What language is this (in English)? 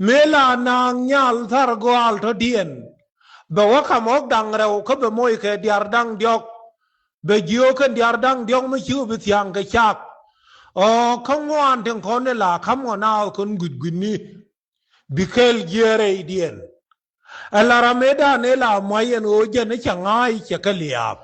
Nuer